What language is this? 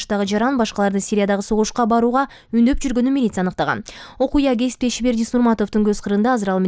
Kyrgyz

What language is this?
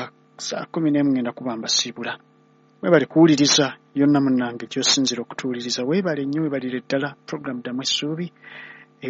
Ganda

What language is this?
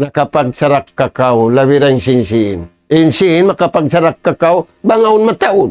Tausug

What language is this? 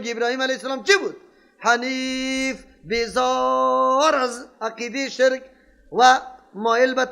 Persian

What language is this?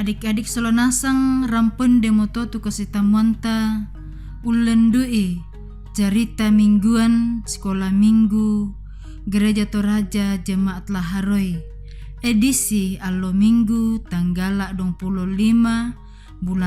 Toraja-Sa'dan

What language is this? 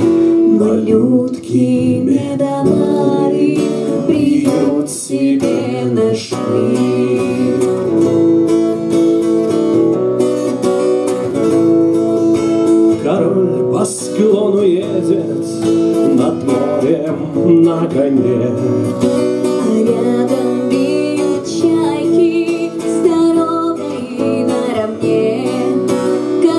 Russian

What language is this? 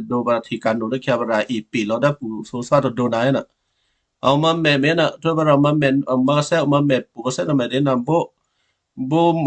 Western Kayah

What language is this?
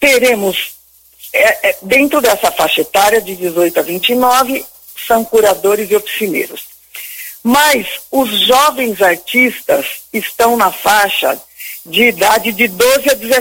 Portuguese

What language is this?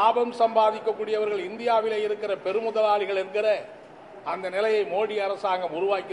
Tamil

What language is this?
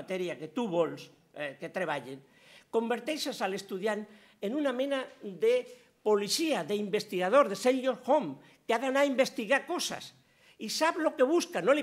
Catalan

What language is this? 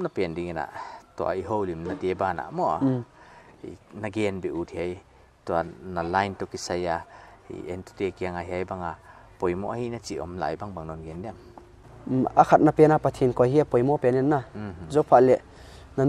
Paite Chin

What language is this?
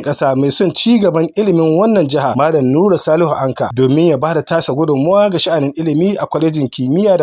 Hausa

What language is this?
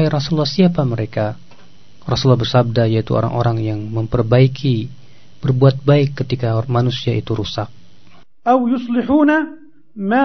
Indonesian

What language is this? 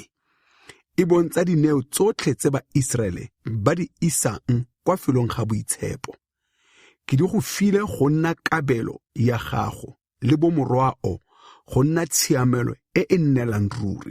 Tswana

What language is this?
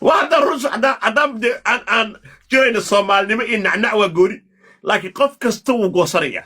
Somali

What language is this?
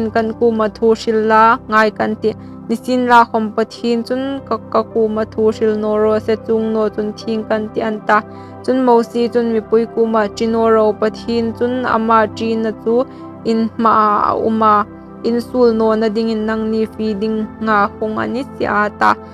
Hmar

